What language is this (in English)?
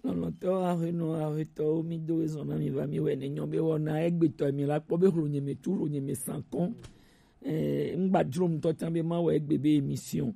Gen